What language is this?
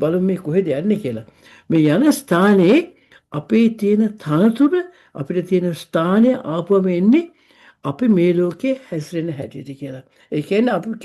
Sinhala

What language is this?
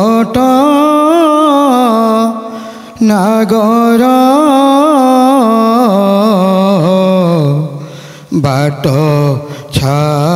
Odia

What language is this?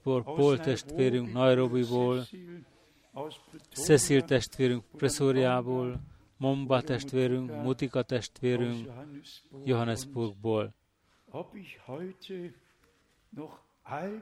Hungarian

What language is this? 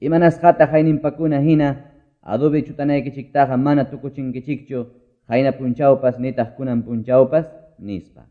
Quechua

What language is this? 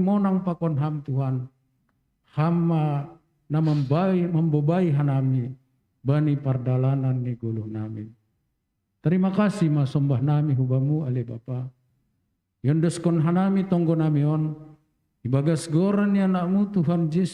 Batak Simalungun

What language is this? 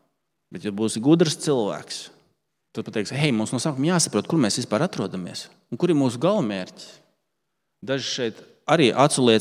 Latvian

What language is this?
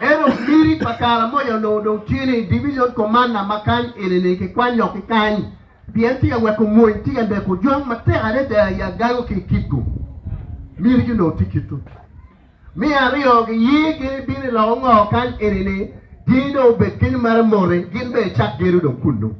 Acoli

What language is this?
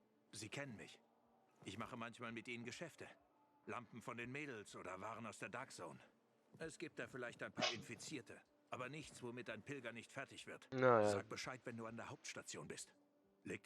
Swiss German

